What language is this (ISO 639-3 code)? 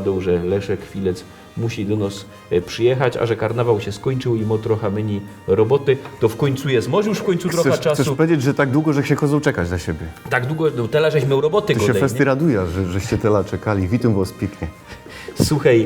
szl